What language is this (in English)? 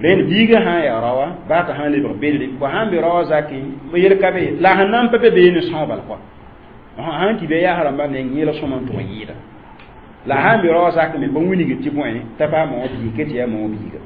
Mossi